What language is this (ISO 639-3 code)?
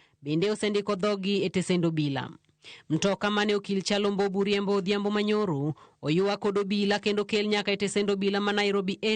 luo